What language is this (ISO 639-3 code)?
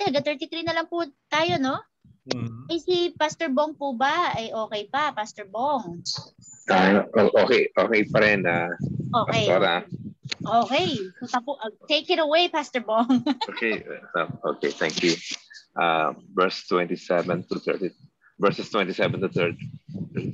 fil